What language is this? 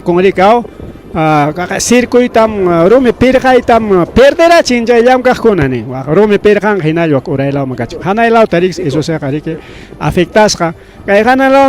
Ayacucho Quechua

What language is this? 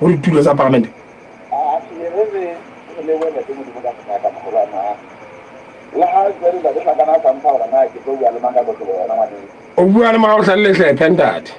Southern Sotho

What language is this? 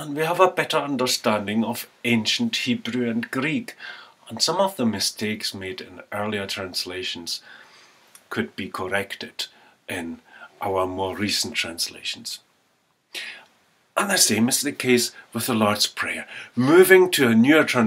English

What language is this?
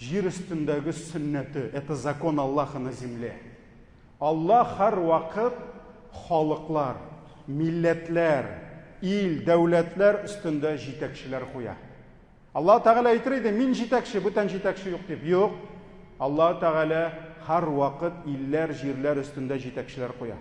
Tatar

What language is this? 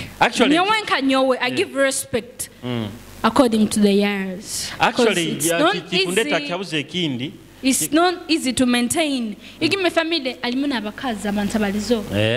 Nyoro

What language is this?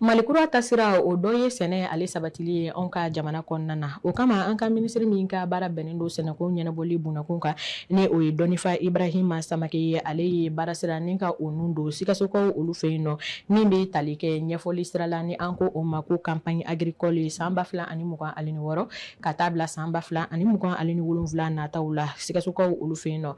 Bambara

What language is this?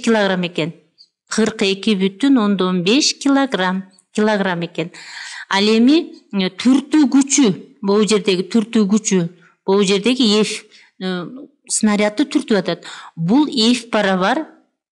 Kyrgyz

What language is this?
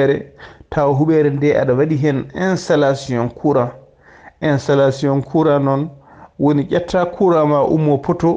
Fula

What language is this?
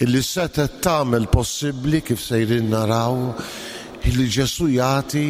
Maltese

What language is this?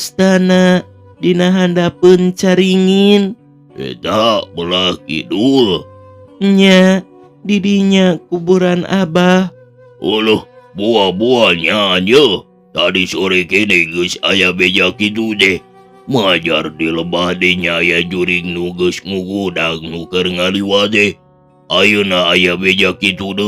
Sundanese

